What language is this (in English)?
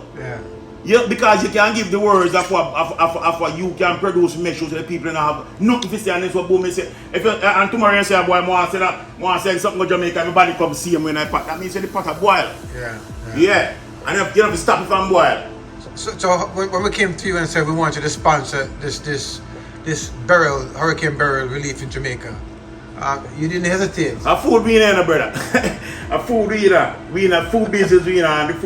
Jamaican Creole English